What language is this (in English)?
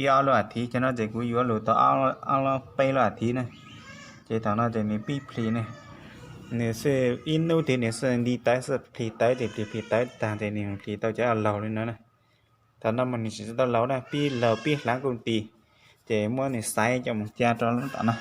Hmong